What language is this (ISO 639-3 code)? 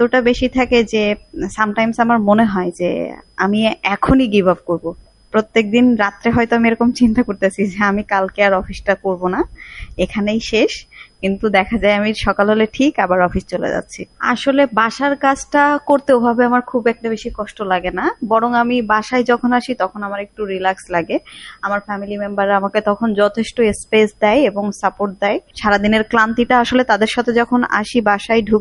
ben